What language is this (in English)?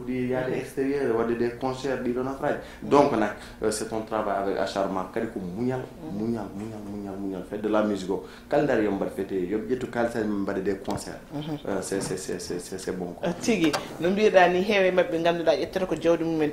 Fula